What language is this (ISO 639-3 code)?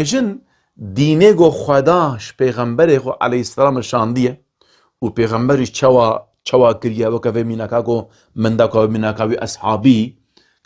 kur